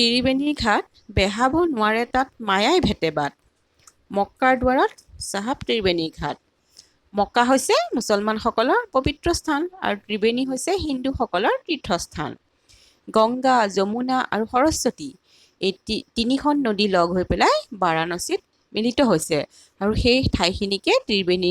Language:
Assamese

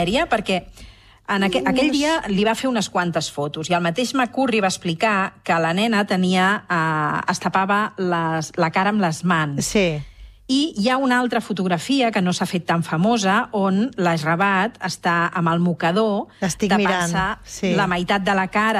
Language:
Catalan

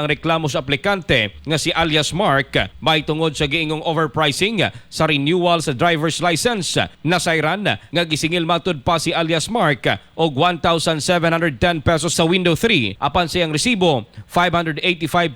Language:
Cebuano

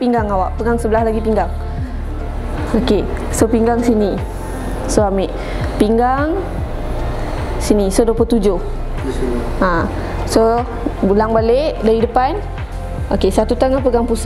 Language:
Malay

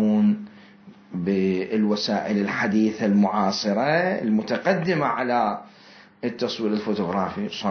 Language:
Mesopotamian Arabic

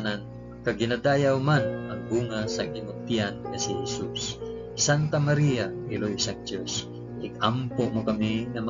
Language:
Hiligaynon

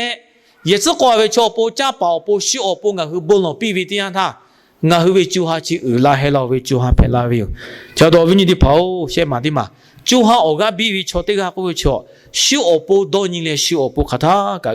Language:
Lahu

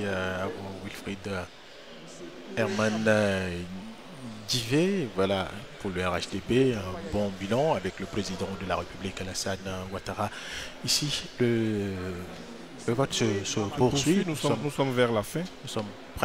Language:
French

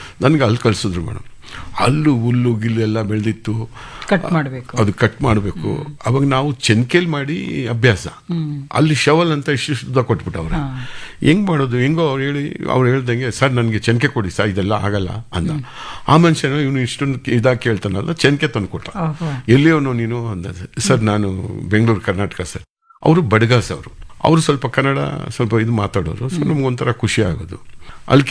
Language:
Kannada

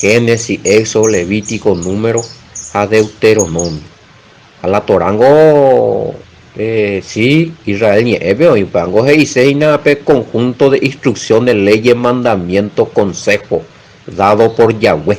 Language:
Guarani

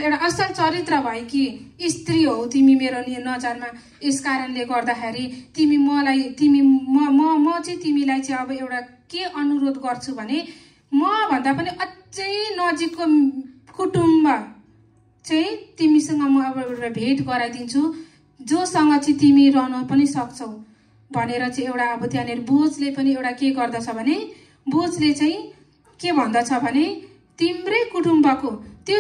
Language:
Nepali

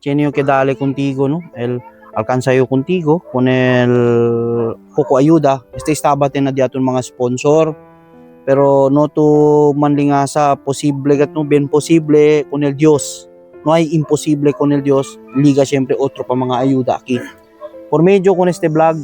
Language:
Chavacano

